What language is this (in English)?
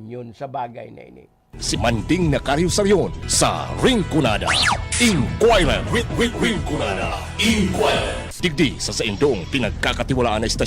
Bikol